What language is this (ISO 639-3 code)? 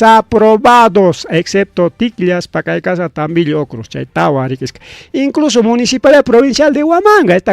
quy